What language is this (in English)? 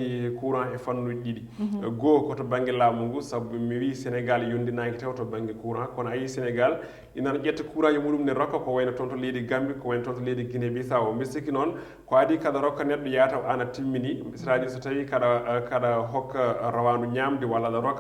Fula